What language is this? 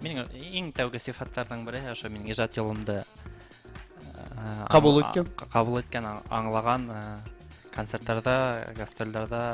Bashkir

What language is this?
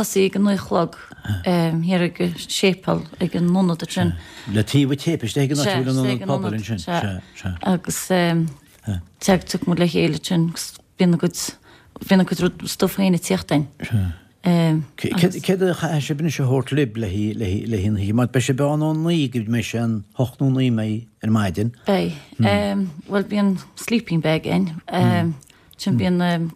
Irish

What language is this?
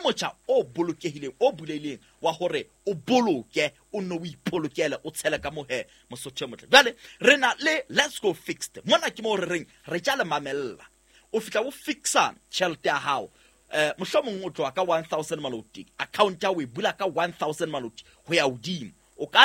Southern Sotho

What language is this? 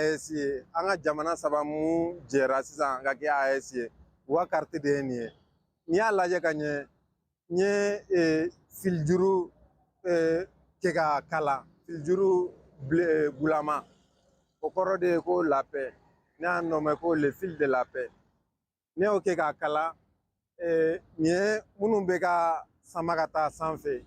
Bambara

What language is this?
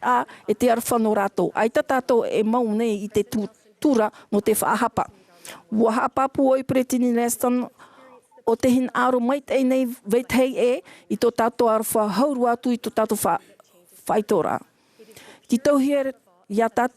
Tahitian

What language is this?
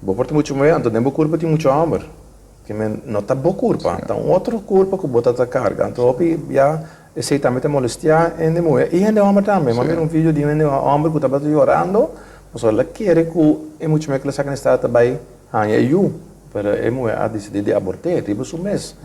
Papiamento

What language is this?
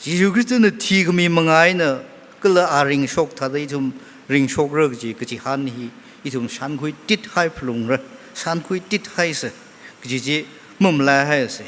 Tangkhul Naga (India)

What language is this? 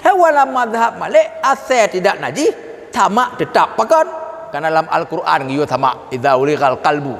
Achinese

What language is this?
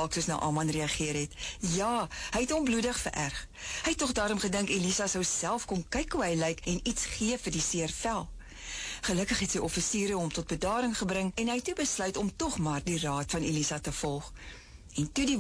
Afrikaans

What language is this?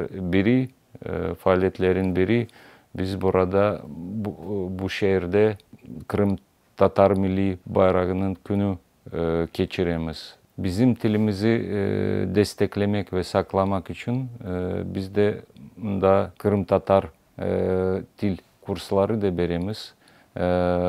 Crimean Tatar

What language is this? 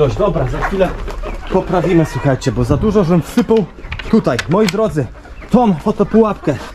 Polish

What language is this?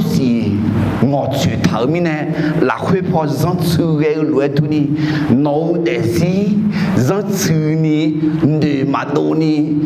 Akha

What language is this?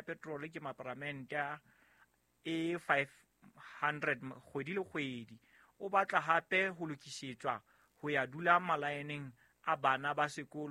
Southern Sotho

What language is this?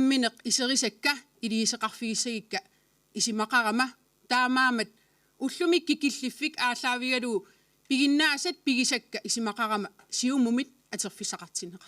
Kalaallisut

